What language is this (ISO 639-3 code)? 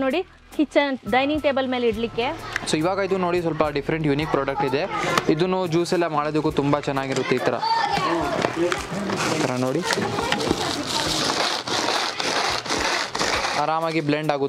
kan